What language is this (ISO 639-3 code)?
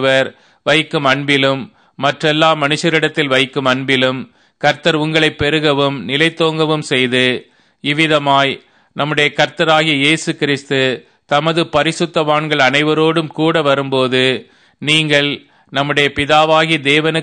tam